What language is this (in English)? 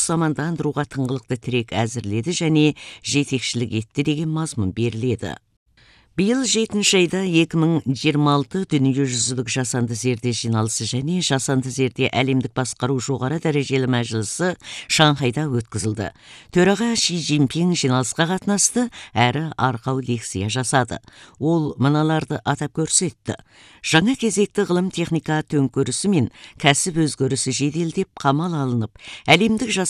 Kazakh